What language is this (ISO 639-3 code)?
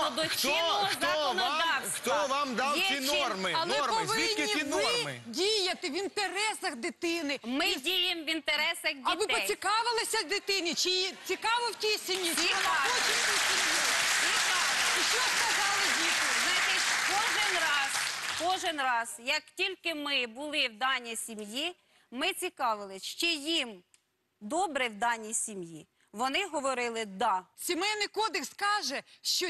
ukr